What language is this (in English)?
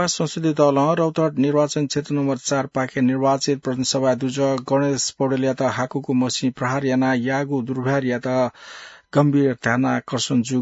Newari